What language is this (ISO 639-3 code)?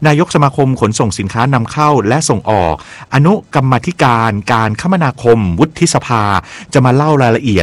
tha